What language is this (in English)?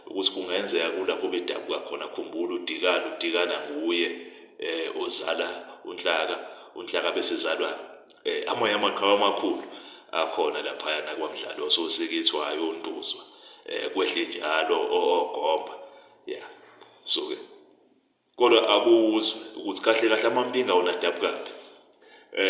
Zulu